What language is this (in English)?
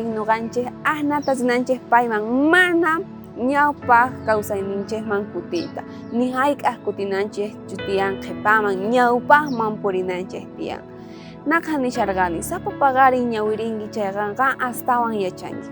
South Bolivian Quechua